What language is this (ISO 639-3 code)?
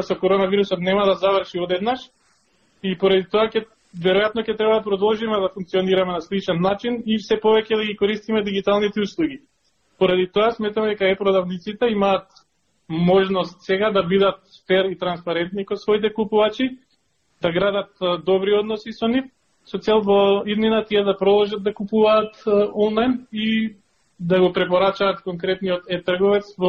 mkd